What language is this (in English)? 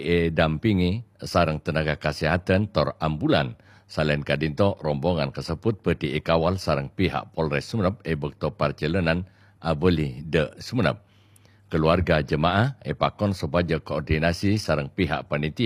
Madurese